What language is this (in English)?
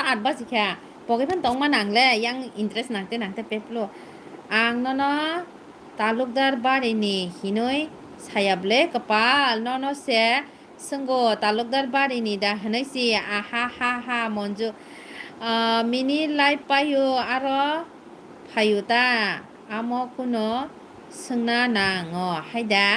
Kok Borok